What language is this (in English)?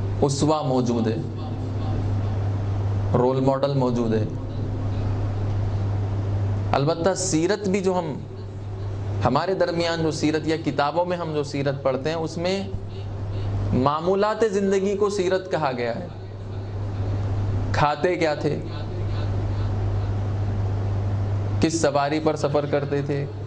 Urdu